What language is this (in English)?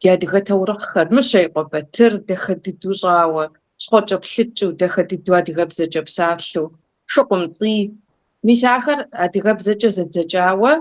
Kabardian